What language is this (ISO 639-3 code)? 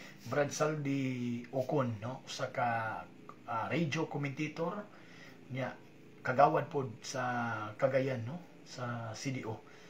ceb